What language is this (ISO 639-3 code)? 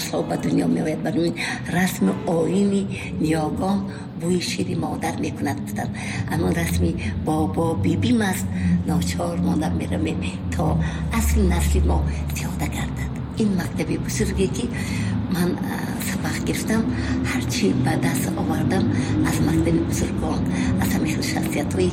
tgk